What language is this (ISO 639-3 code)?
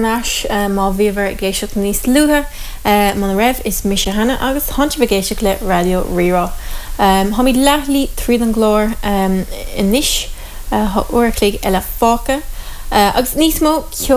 gle